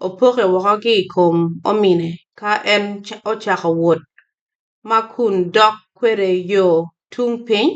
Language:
Acoli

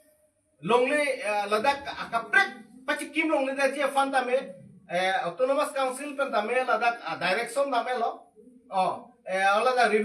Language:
Karbi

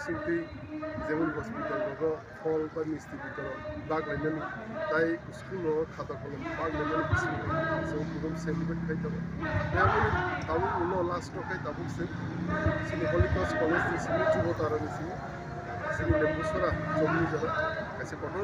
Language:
Kok Borok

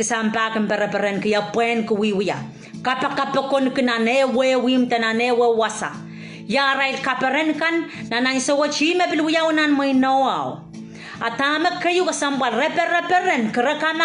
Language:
Pohnpeian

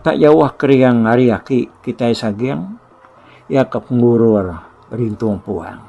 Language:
Iban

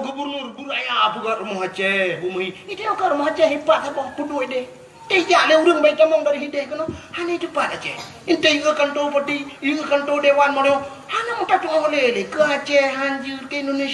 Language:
Achinese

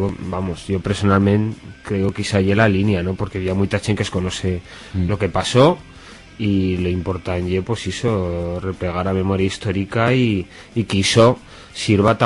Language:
Aragonese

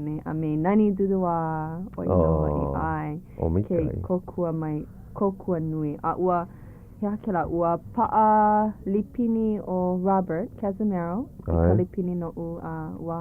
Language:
Hawaiian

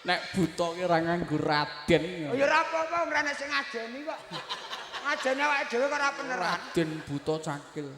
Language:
Javanese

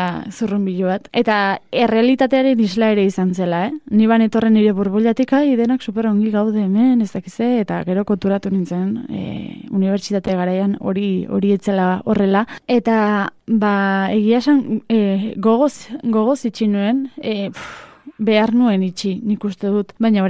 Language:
Basque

